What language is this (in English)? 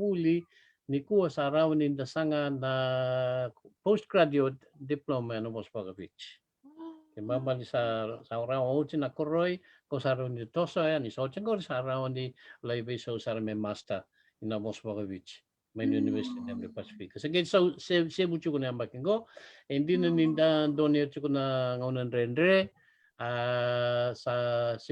Fijian